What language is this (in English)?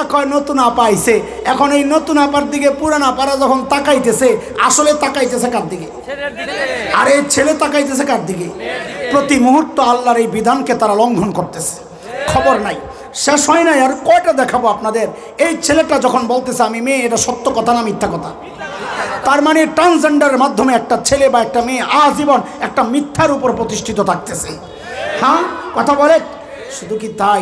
Bangla